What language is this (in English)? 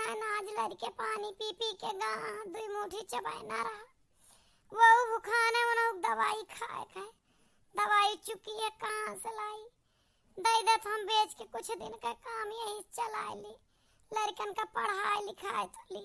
Awadhi